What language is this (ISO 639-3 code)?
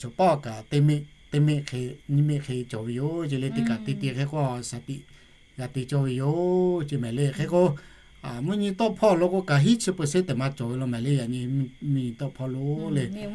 lhu